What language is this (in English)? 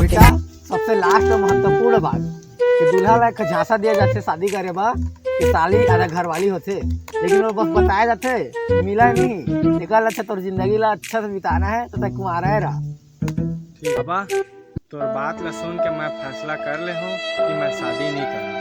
Chhattisgarhi